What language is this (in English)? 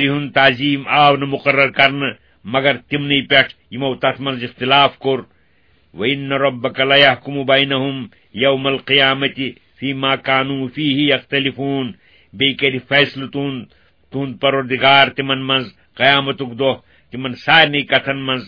Kashmiri